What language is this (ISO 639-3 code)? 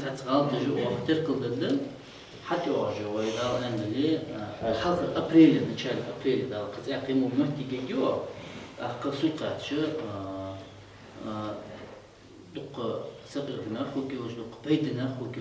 inh